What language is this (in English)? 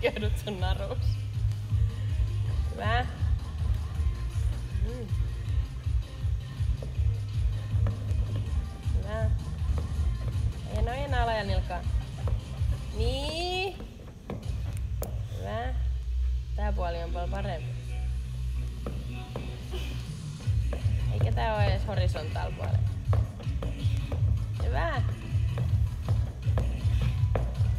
Finnish